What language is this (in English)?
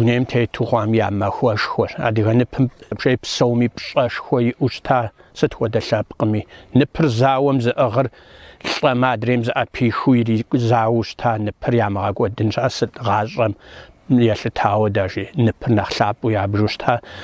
Kabardian